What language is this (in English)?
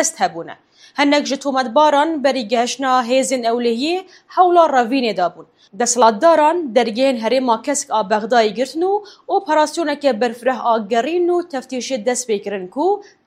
Kurdish